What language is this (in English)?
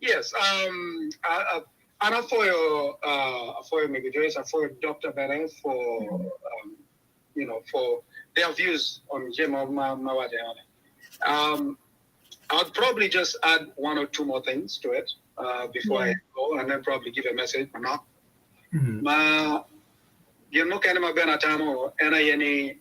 Acoli